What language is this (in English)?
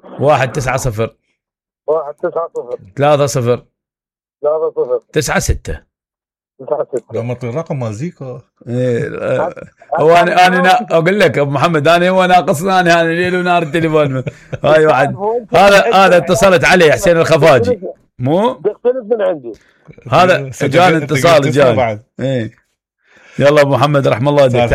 Mesopotamian Arabic